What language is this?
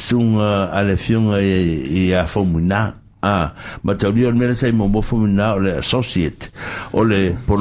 Samoan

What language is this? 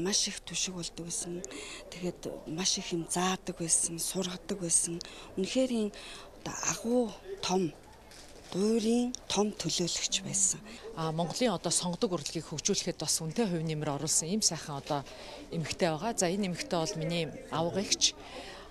Mongolian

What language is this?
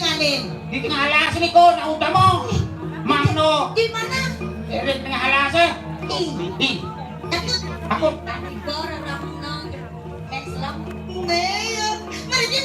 Balinese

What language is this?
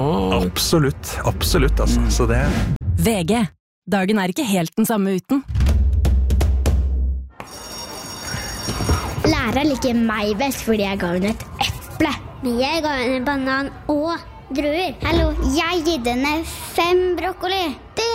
Norwegian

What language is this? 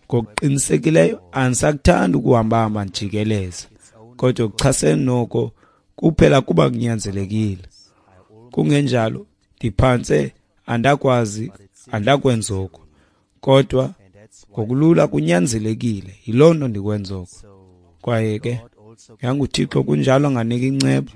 Xhosa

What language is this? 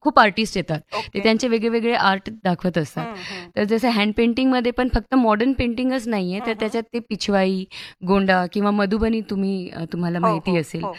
Marathi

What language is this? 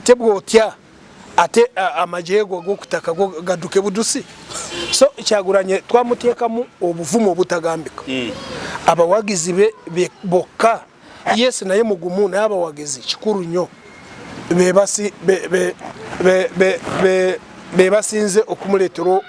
Ganda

